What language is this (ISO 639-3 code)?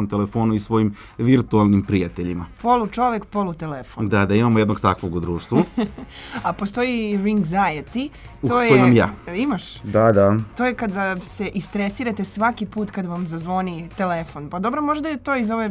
srp